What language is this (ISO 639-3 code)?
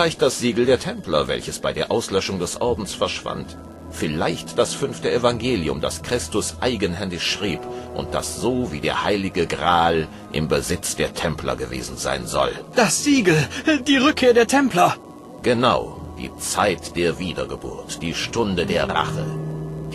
deu